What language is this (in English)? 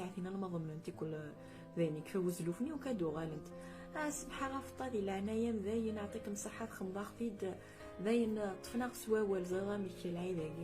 Kabyle